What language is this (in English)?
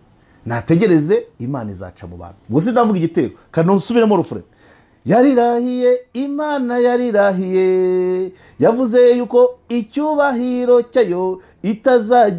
Kinyarwanda